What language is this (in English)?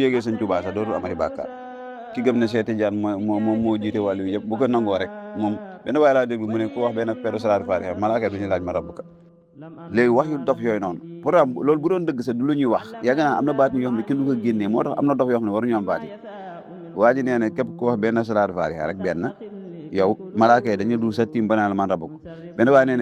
Wolof